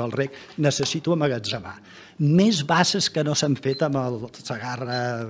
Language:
Catalan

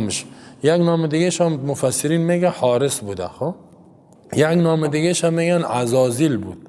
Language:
Persian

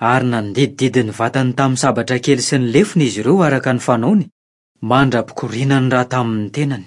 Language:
Malagasy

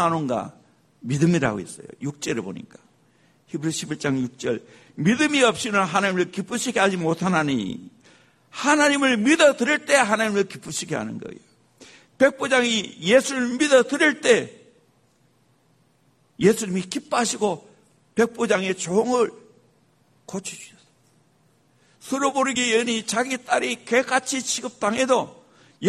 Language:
Korean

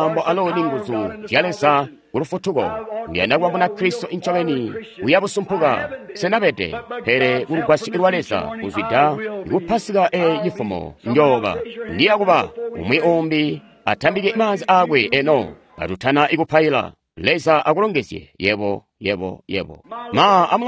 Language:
Tonga (Zambia)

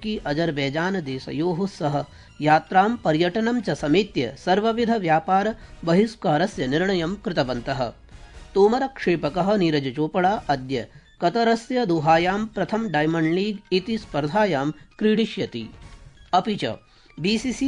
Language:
Sanskrit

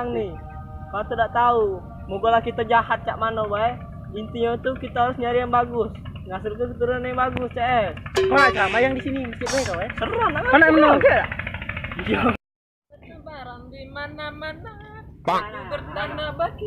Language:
Musi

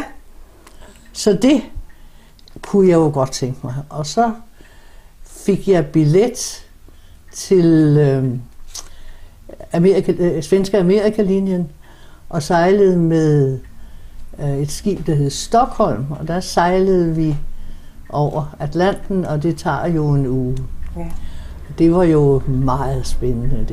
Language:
Danish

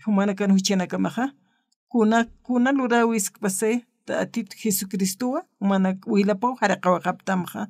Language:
Aymara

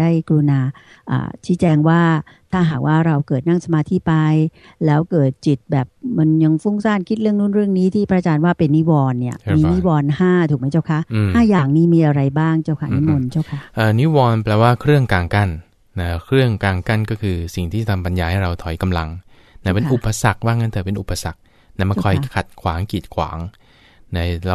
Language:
Thai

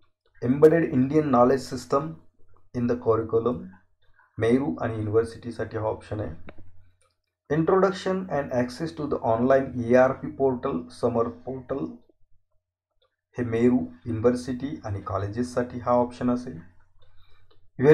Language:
Marathi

